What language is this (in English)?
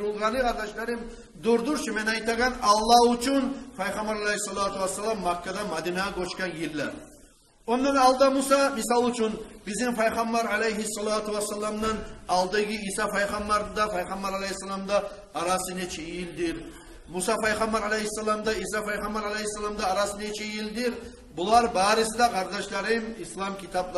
Kumyk